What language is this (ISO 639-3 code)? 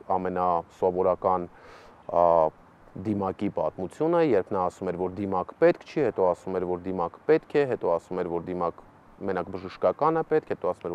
hye